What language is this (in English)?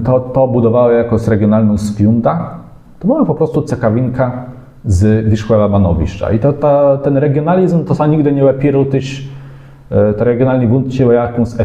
Kashubian